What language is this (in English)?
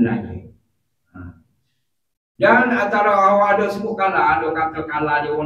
Malay